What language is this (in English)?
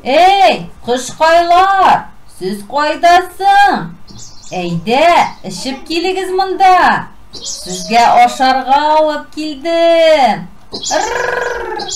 Tatar